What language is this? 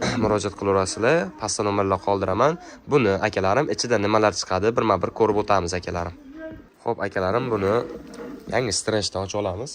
Uzbek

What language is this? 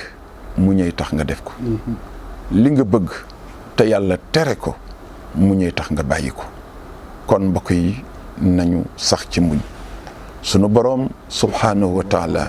Wolof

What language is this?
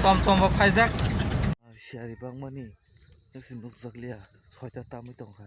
Kok Borok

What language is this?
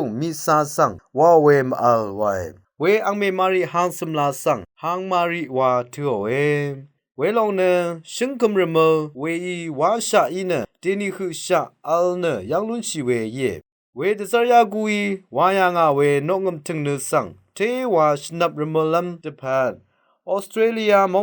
Rawang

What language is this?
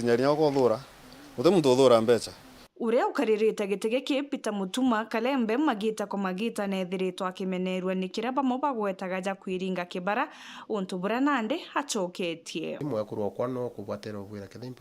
Meru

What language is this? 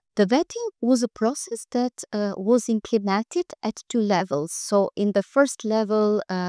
English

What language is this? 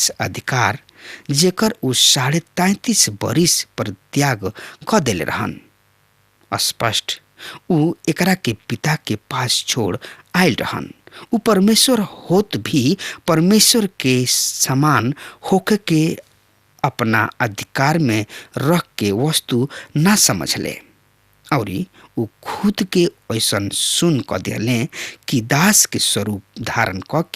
Bhojpuri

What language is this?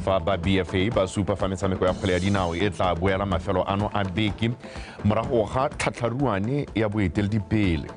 Tswana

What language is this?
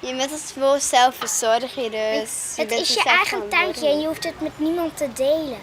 Western Frisian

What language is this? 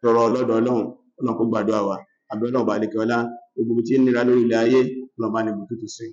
Yoruba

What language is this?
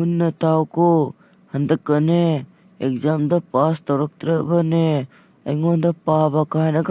Manipuri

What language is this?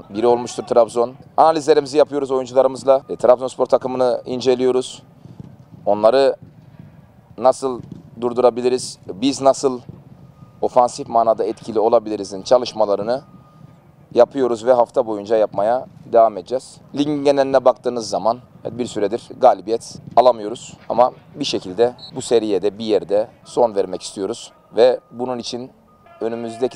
Turkish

